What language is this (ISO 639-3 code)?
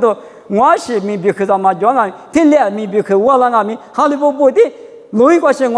lis